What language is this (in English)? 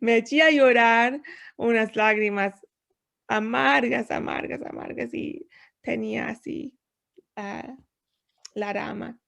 Ladino